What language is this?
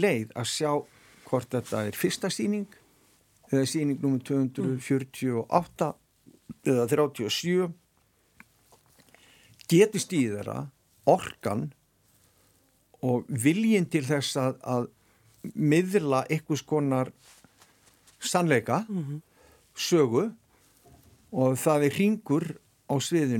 Icelandic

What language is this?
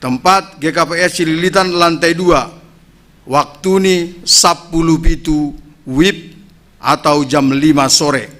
Batak Simalungun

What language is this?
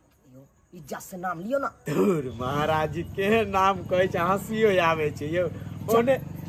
Maithili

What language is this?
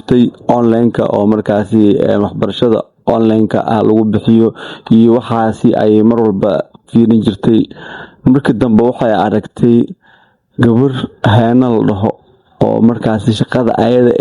Somali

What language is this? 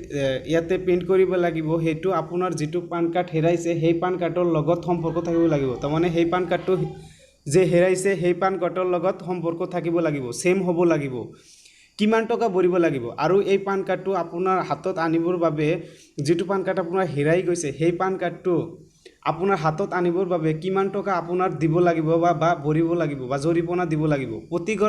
Assamese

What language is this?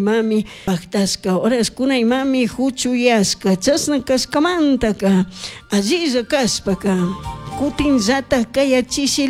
Chimborazo Highland Quichua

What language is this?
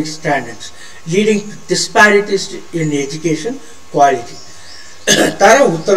Tamil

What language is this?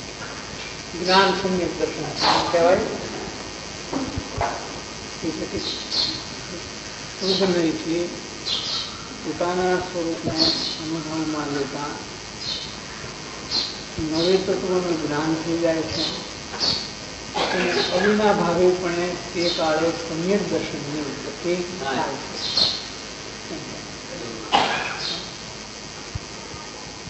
Gujarati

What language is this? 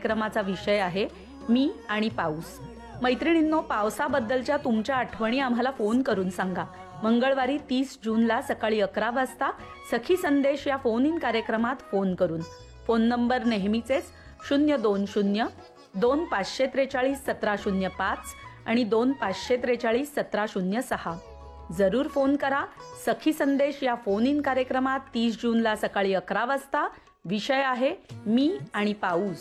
Marathi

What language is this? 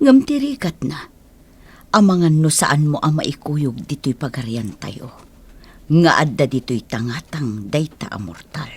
Iloko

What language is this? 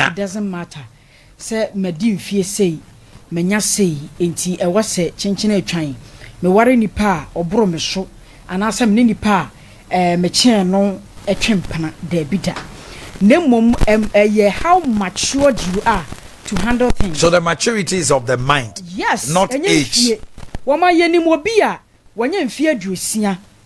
Akan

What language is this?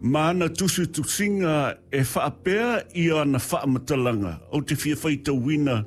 Samoan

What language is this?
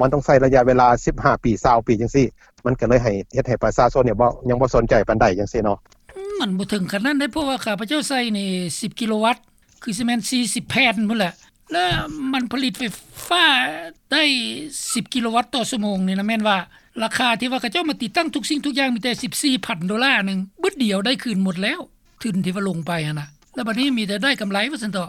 Lao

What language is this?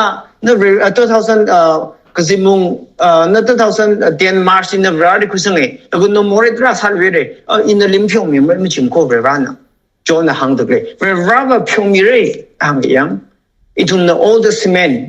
Tangkhul Naga (India)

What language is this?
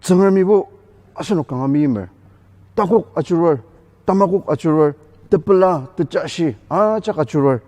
Ao Naga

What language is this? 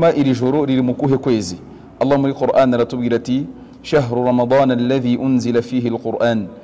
Kinyarwanda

